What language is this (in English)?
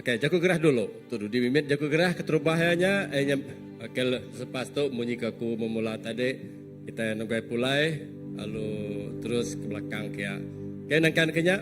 Iban